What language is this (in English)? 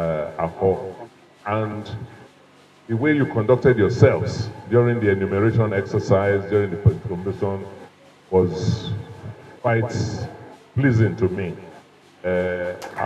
Nigerian Pidgin